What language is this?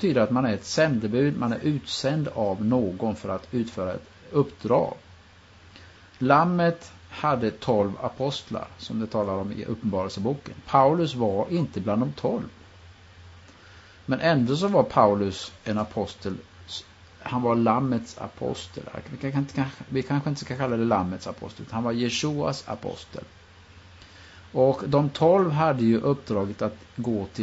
Swedish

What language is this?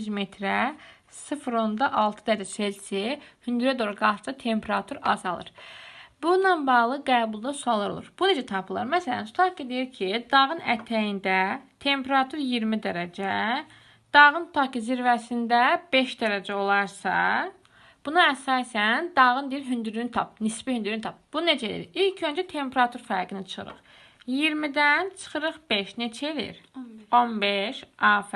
Azerbaijani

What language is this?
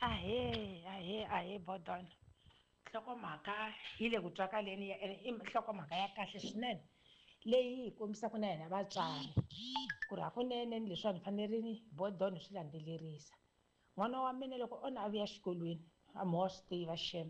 Tsonga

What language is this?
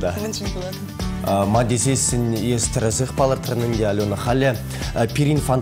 Chuvash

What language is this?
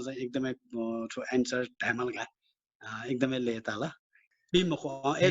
Newari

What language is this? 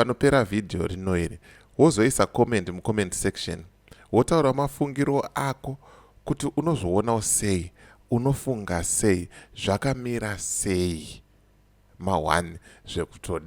Shona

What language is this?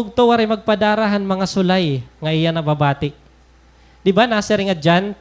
Waray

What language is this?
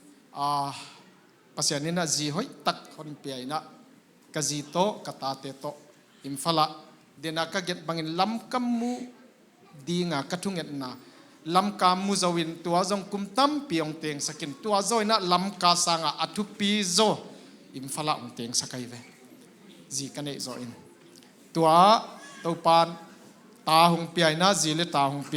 Tedim Chin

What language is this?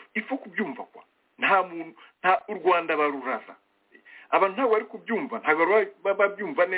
Kinyarwanda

